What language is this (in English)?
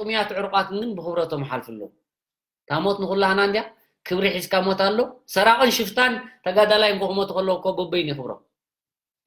Tigrinya